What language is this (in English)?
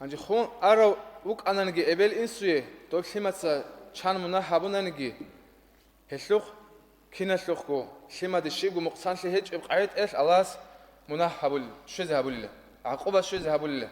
Avaric